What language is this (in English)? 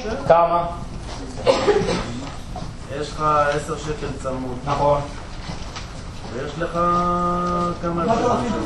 Hebrew